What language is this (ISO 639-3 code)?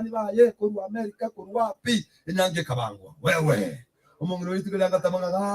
guz